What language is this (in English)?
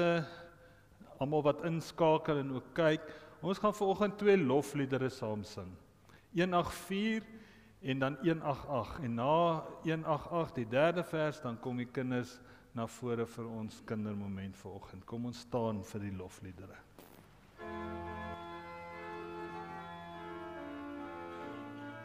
Afrikaans